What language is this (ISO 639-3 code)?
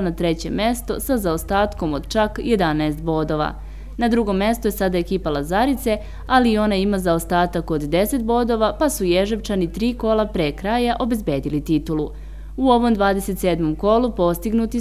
srp